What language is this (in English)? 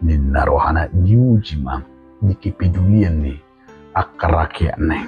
Batak Toba